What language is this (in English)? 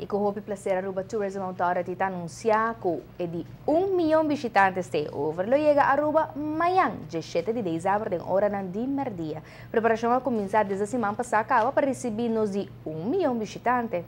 Papiamento